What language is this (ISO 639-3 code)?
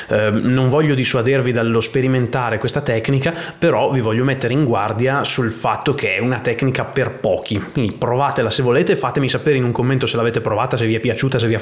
ita